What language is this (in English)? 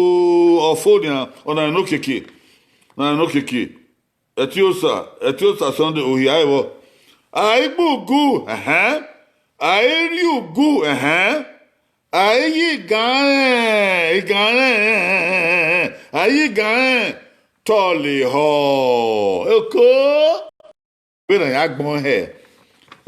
Bini